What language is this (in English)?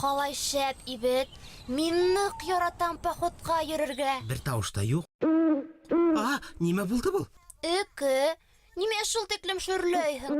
Bashkir